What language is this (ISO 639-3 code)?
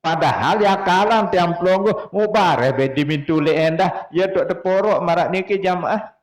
sas